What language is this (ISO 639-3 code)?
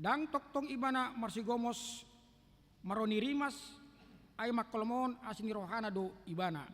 bbc